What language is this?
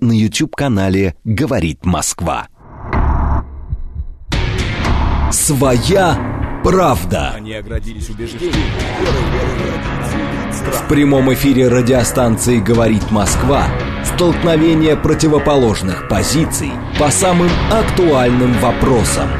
Russian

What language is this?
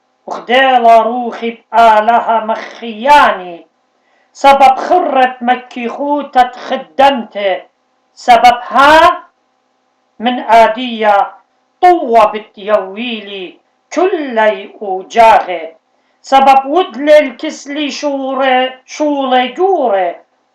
Assyrian Neo-Aramaic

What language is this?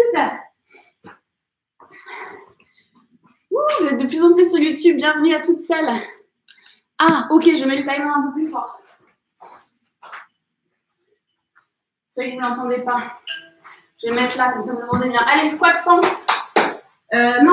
French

